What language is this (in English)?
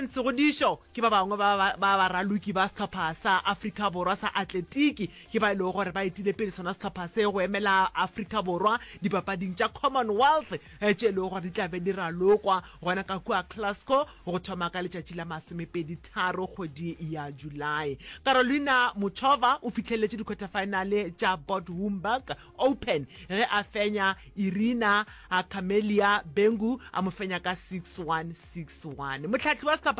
Northern Sotho